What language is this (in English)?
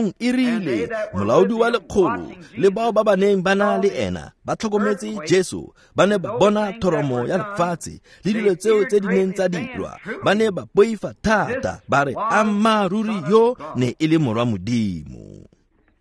Tswana